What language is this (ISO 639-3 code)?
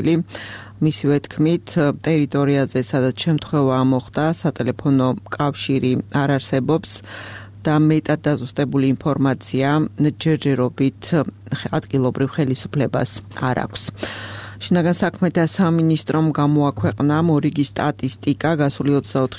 kat